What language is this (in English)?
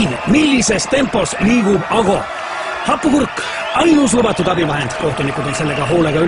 Estonian